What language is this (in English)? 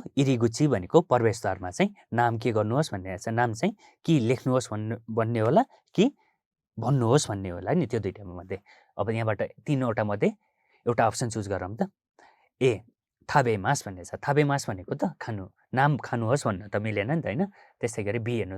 Nepali